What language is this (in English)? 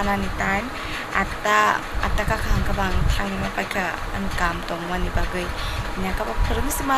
Kok Borok